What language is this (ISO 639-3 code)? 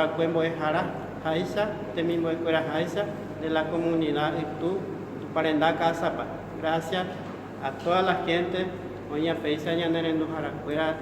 grn